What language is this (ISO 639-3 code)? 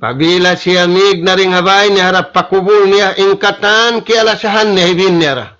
tsg